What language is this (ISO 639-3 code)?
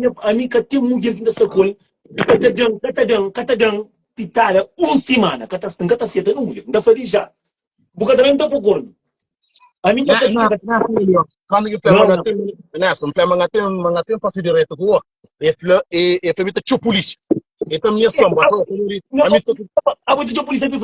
kea